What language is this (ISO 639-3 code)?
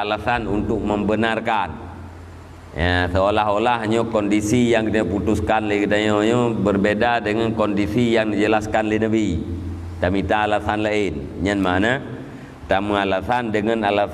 ace